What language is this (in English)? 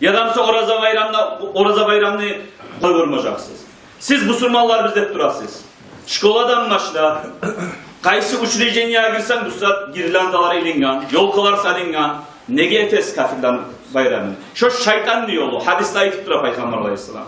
Kumyk